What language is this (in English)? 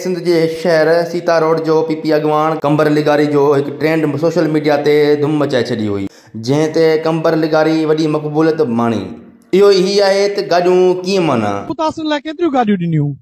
Sindhi